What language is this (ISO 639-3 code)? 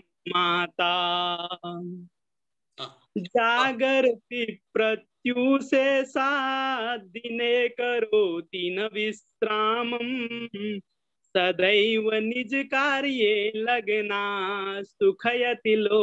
san